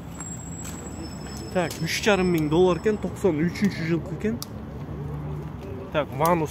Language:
Kyrgyz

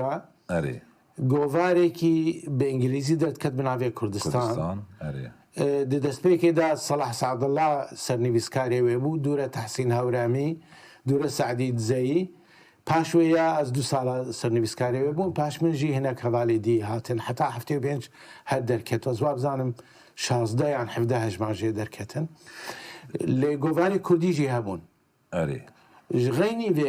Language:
Kurdish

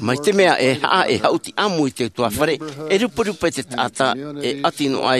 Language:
Tahitian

